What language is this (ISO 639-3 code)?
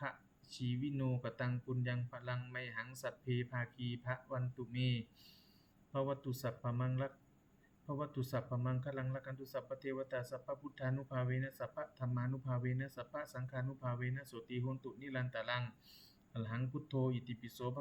pli